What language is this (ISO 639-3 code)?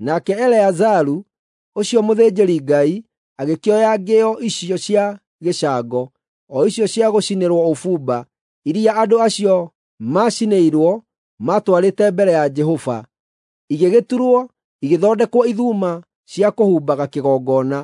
kik